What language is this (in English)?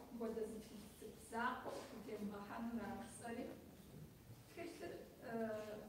Kabardian